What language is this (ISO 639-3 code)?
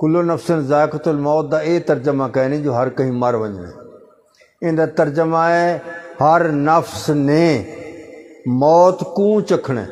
skr